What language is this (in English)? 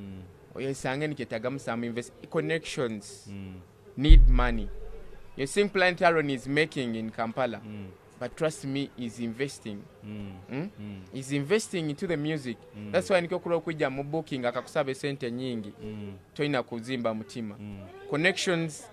Nyoro